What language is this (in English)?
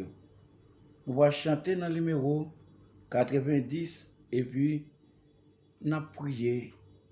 Haitian Creole